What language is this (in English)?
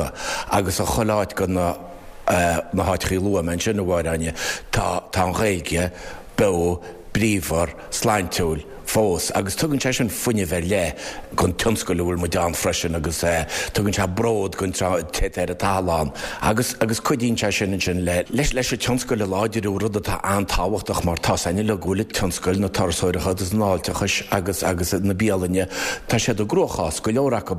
Irish